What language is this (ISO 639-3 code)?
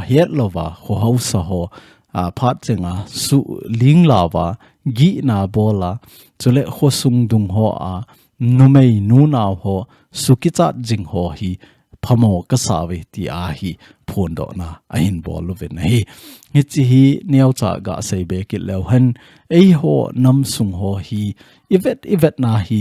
tcz